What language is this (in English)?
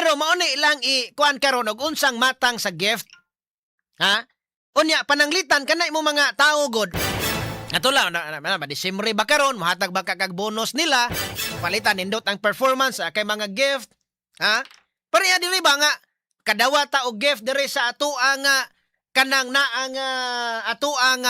Cebuano